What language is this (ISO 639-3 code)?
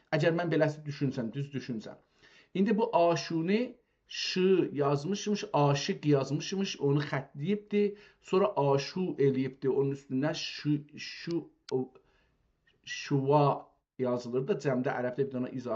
azb